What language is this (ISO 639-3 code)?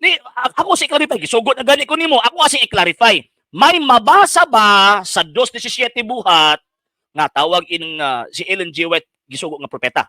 ceb